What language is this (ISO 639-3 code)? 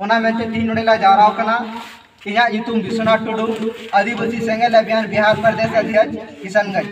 sat